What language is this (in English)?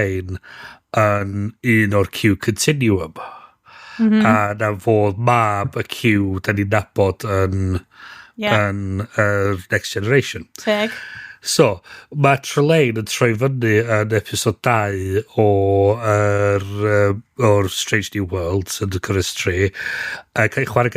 Welsh